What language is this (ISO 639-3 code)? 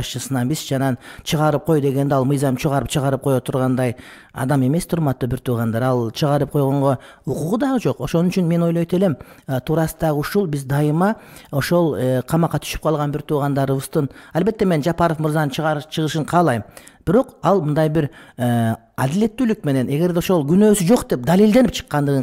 kir